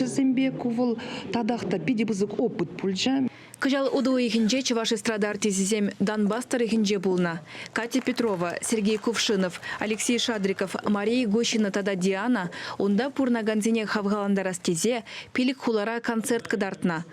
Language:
Chuvash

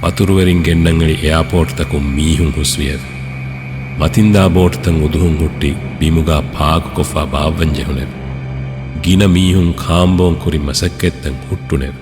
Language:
Divehi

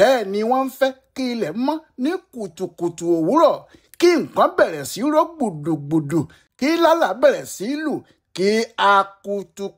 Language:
Yoruba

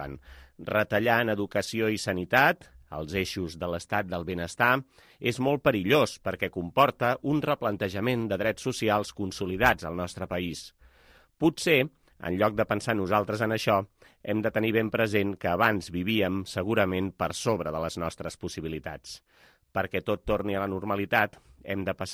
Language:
Catalan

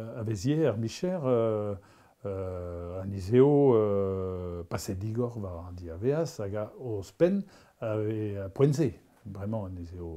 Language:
Breton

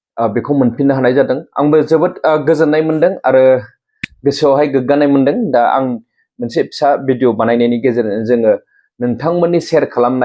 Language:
Bodo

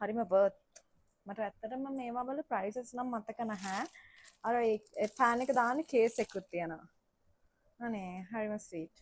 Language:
Sinhala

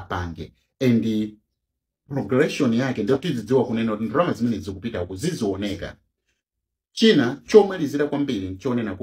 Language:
Nyanja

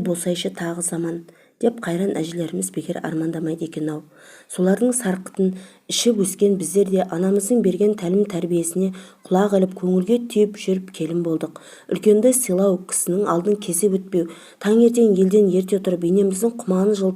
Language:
Kazakh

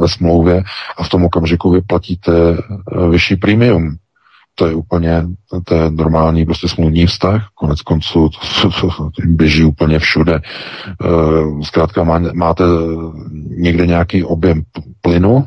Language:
Czech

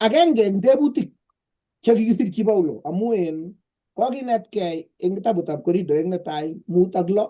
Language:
Kalenjin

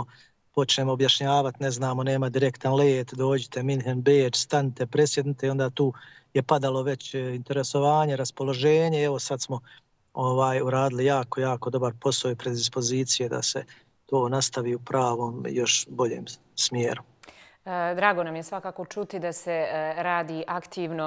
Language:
Bosnian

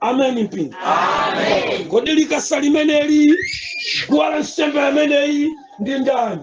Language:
Nyanja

